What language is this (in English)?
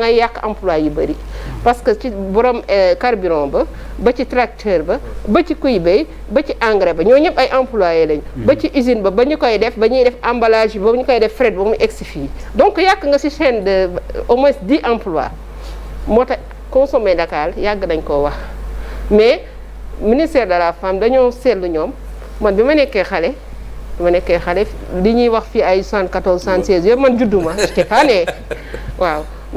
Wolof